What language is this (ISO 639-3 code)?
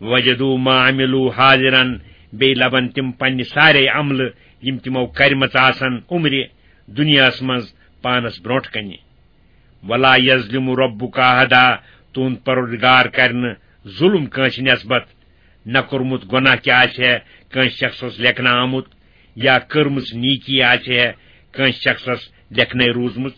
kas